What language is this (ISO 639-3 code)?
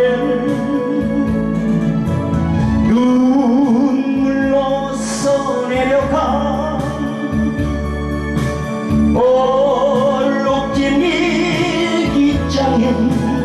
kor